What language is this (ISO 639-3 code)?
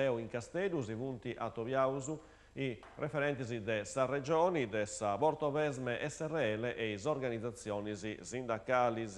srd